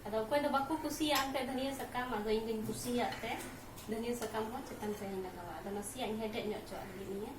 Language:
Santali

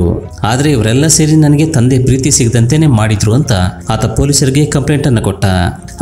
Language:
Kannada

